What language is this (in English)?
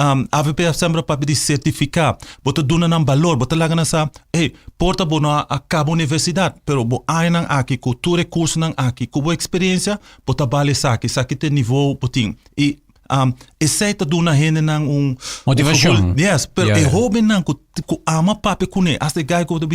Papiamento